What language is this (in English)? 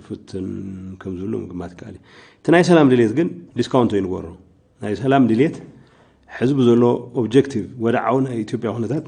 Tigrinya